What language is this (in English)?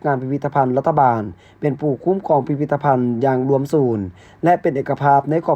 Lao